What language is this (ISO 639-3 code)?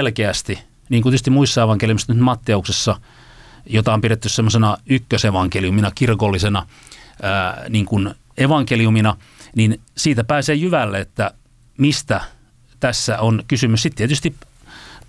fin